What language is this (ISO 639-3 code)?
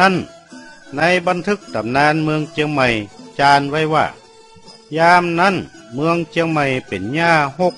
nod